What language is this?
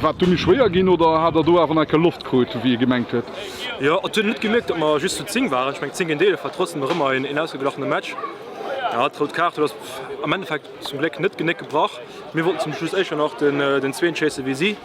Luxembourgish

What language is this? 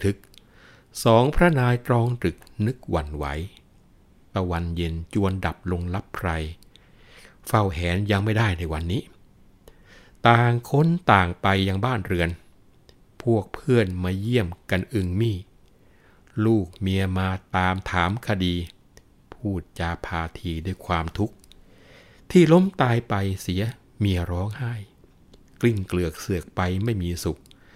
Thai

